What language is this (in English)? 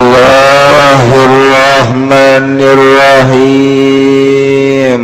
Sundanese